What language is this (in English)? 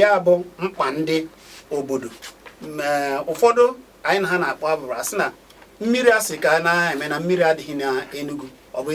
Igbo